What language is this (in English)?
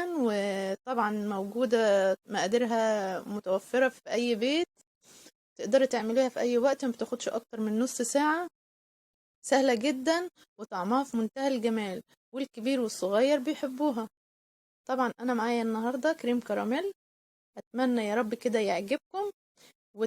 Egyptian Arabic